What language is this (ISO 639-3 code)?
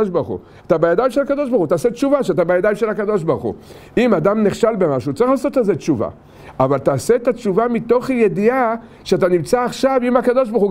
heb